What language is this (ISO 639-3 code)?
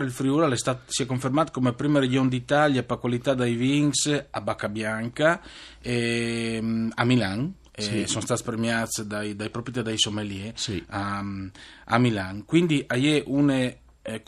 fur